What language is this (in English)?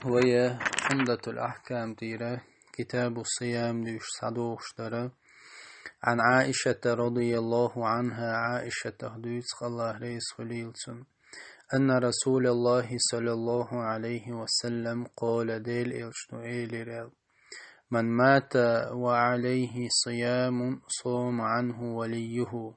Chechen